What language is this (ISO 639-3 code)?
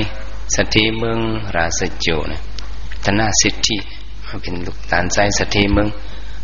shn